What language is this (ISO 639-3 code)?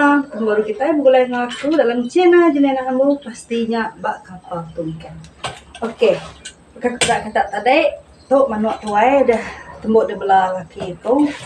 iba